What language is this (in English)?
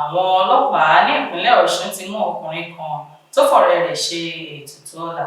Yoruba